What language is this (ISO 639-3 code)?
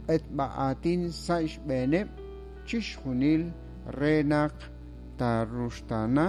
kek